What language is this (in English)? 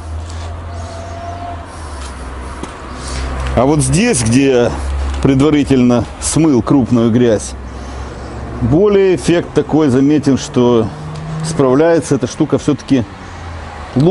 Russian